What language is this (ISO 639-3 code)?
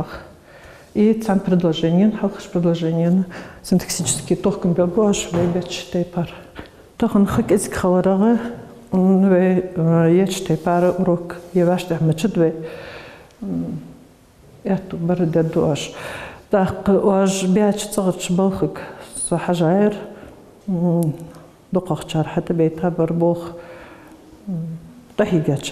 inh